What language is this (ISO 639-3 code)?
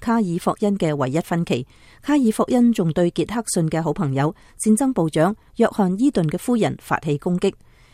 yue